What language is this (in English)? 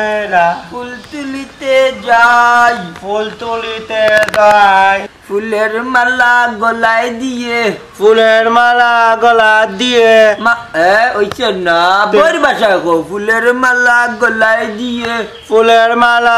Sylheti